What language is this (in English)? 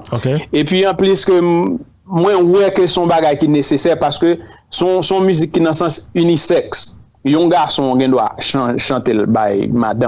Haitian Creole